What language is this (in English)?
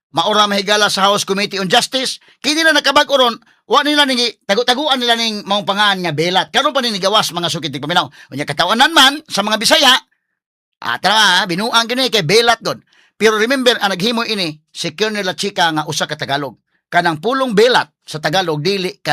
Cebuano